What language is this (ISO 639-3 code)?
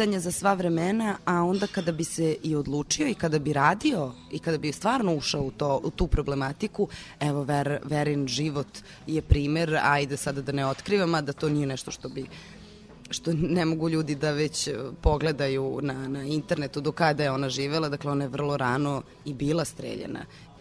srp